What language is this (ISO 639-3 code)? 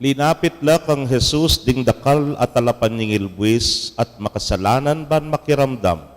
pam